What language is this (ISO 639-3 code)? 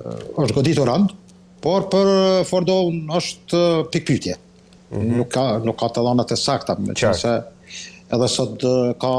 sqi